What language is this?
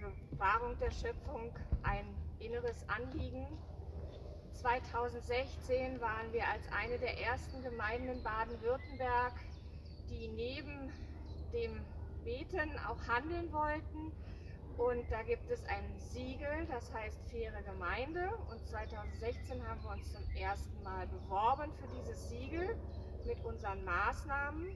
German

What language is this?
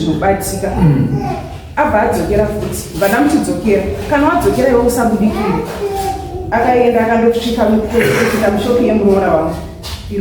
Shona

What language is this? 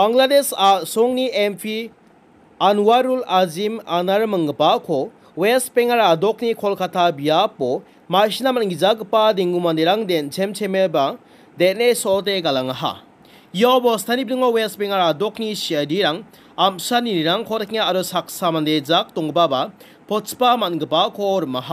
Garo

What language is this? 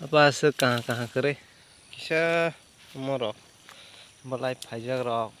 Kok Borok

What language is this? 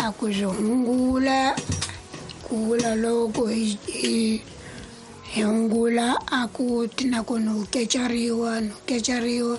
Tsonga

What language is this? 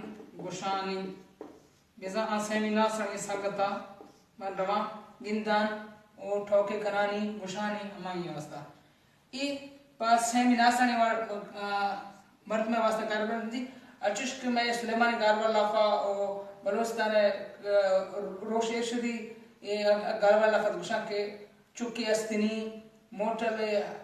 Baluchi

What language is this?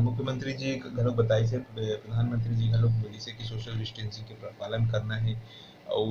Chhattisgarhi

